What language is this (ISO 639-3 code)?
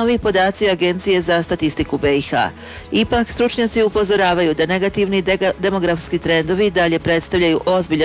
bos